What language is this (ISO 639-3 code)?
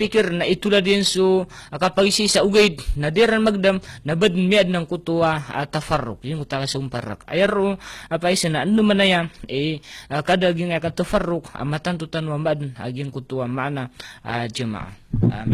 mrw